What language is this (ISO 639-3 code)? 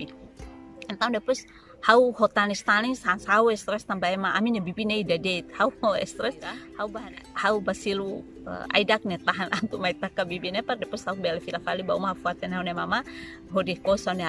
tet